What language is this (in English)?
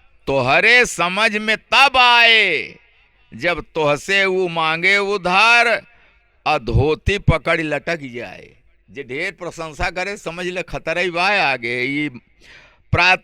Awadhi